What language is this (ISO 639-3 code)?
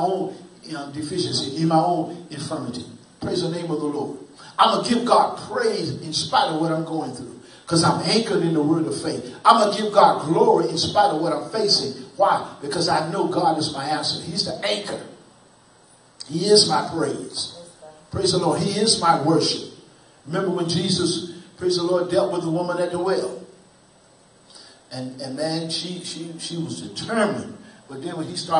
eng